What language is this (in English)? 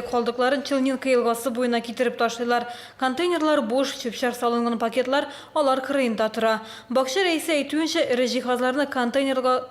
Tatar